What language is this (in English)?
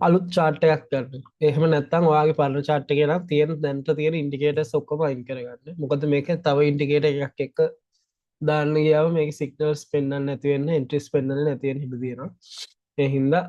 Sinhala